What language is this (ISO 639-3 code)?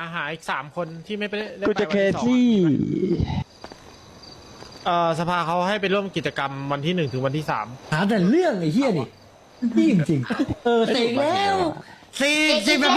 tha